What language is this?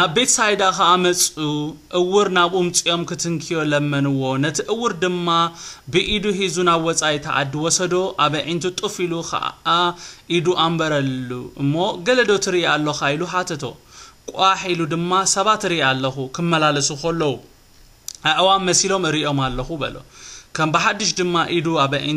Tigrinya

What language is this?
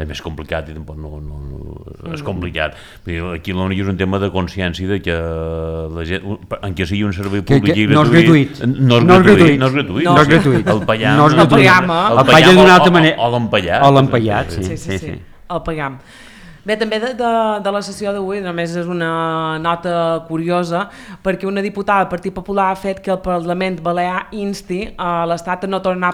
Catalan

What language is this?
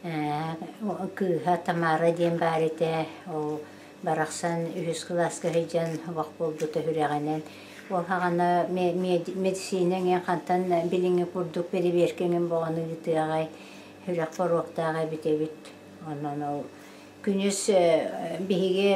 Yakut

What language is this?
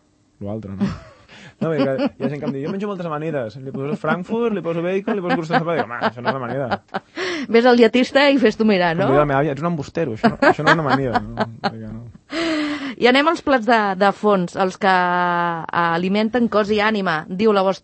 Catalan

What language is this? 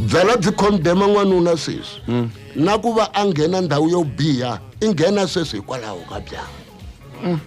Tsonga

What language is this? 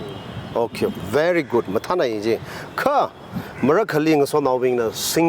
Tangkhul Naga (India)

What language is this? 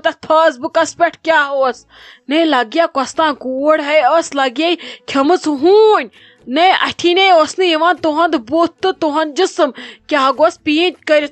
Kashmiri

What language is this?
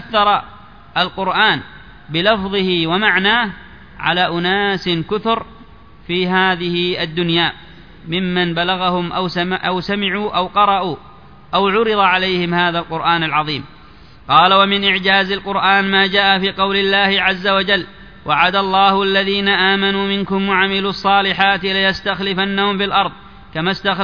Arabic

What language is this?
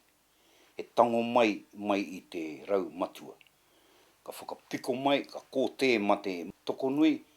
Māori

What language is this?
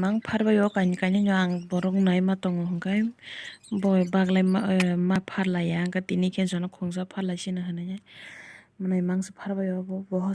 Kok Borok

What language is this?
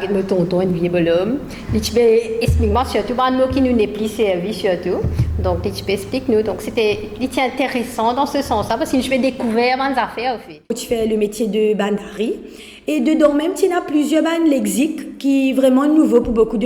Morisyen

